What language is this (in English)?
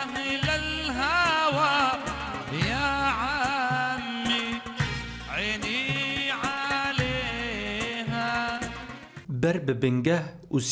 Kurdish